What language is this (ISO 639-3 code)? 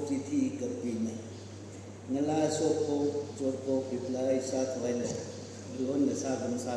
nmf